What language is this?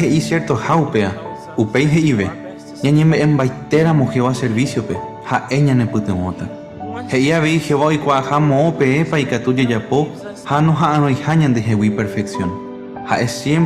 Guarani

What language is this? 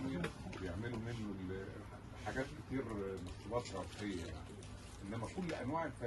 Egyptian Arabic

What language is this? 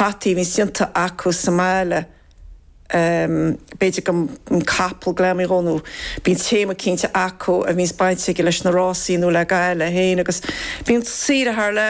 Irish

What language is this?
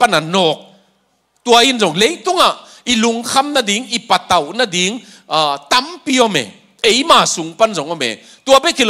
Tedim Chin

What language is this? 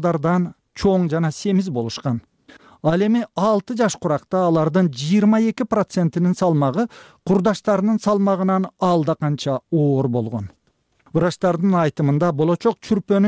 Kyrgyz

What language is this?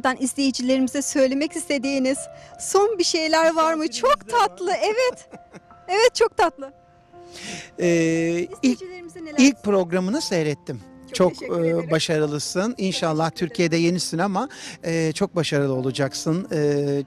Turkish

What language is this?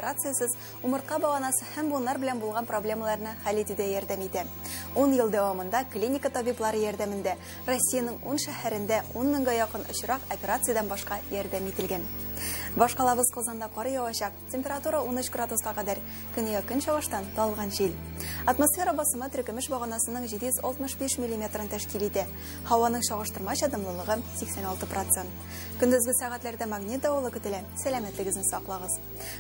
Tatar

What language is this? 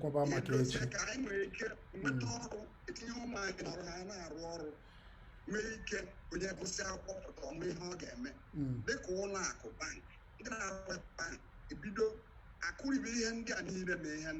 Igbo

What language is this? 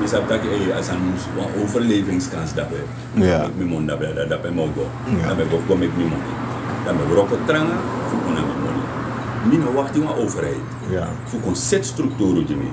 Sranan Tongo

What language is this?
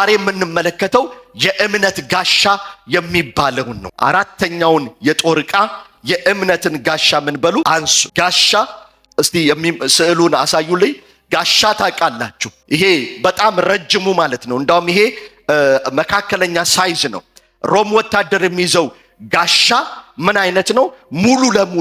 Amharic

